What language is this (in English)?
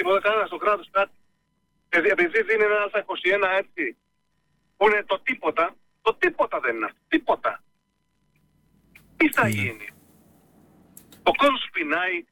Greek